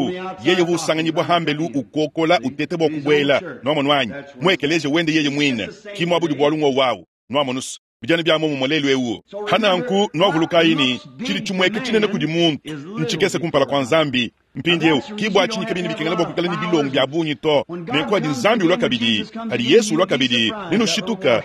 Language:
Luba-Lulua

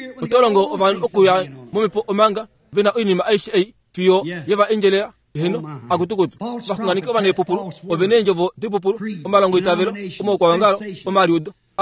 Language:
Kuanyama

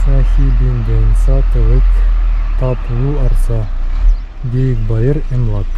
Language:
Bashkir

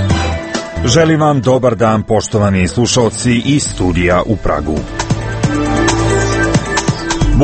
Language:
Croatian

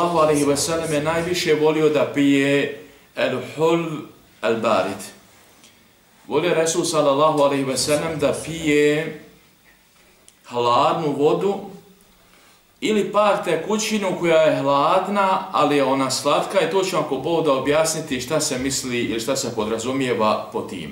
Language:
Bosnian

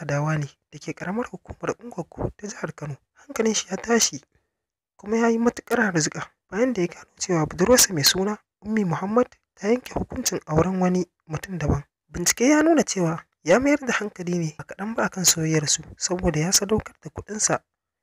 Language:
Hausa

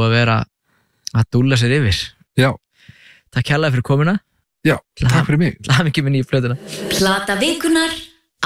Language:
Icelandic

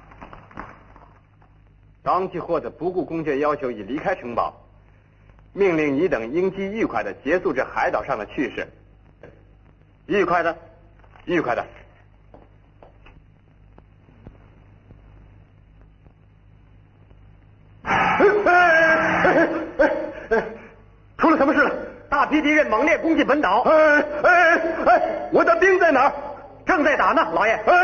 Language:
Chinese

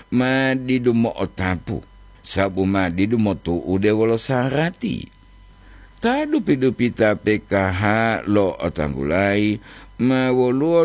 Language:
Gorontalo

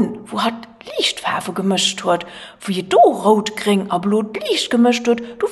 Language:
Luxembourgish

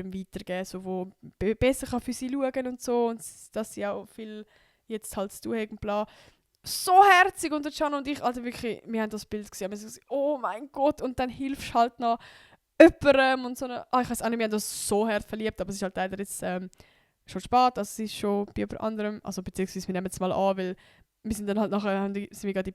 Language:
Swiss German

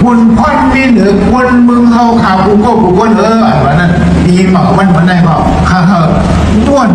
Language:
Shan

